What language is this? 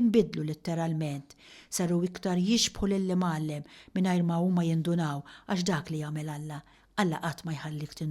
Maltese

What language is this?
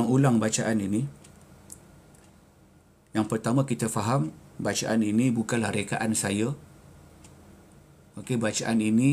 Malay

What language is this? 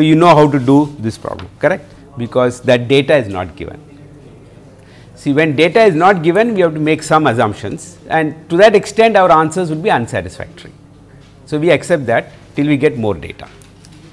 English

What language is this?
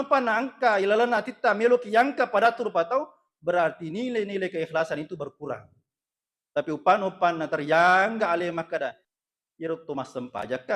Buginese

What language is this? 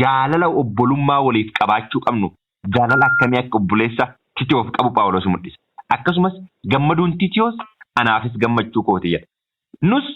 Oromo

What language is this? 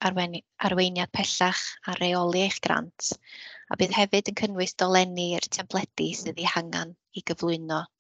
Welsh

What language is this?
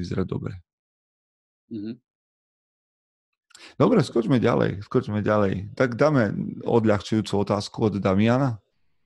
Slovak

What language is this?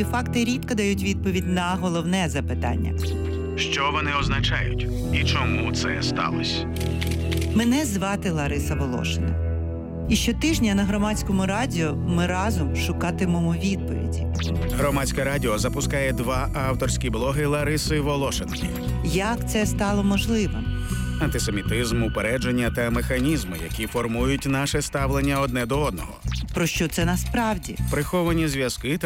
Ukrainian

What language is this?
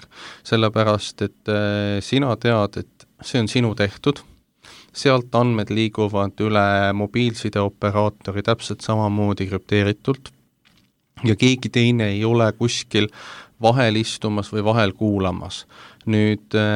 Estonian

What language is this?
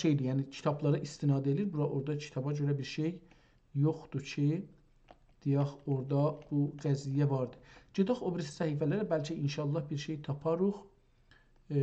South Azerbaijani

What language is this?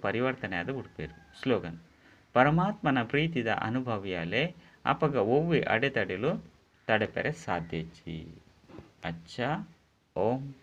Tulu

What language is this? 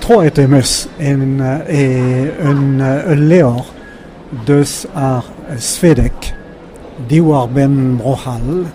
Breton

